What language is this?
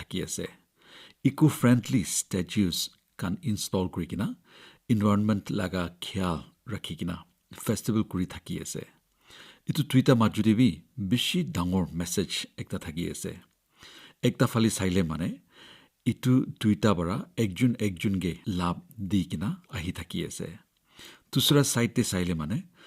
Naga Pidgin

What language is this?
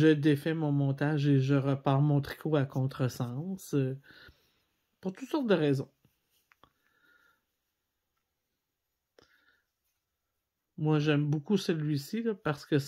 French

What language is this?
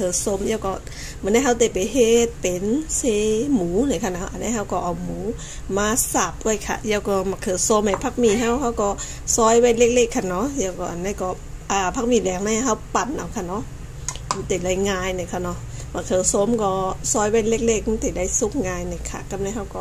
Shan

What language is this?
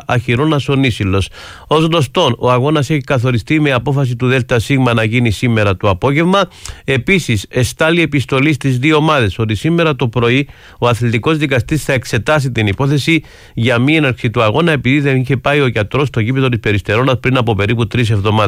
Greek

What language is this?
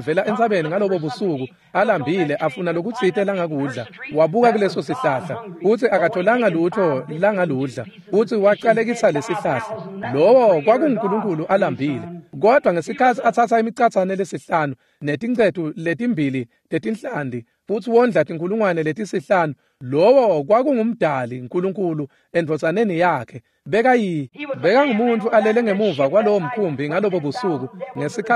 Swati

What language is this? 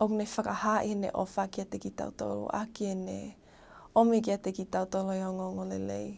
Tongan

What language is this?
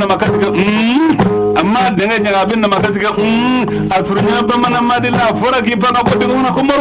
Bambara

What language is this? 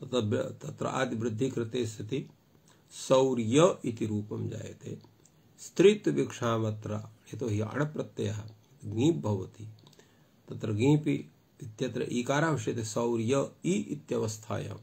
Sanskrit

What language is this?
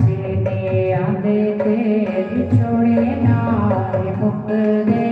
Dogri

